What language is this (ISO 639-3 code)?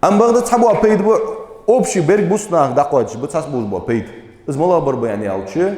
inh